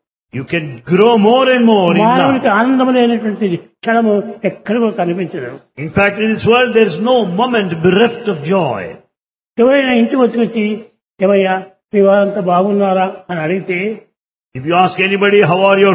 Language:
Telugu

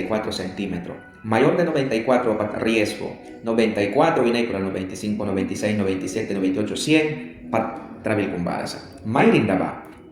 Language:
Mískito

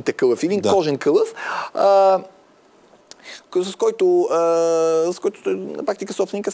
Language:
Bulgarian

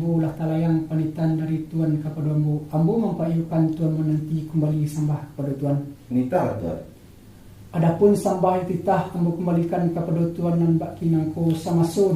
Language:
Minangkabau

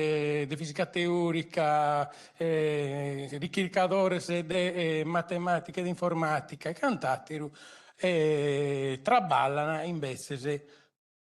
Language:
Sardinian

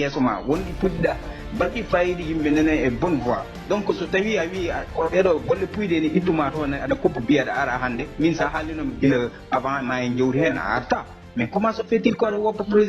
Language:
Fula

